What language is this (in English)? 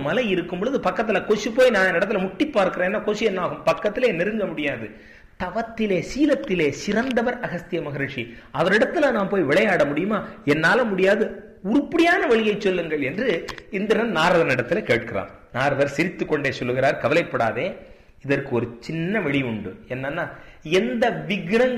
Tamil